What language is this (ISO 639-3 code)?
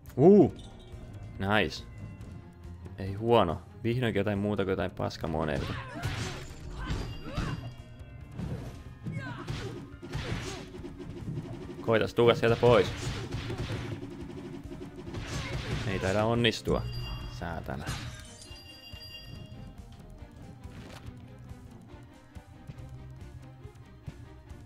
fin